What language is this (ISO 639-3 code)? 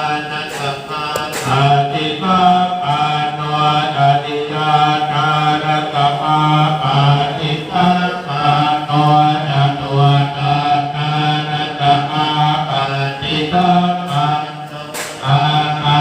pli